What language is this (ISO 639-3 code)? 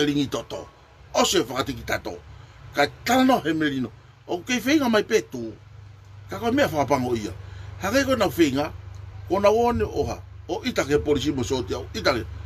ton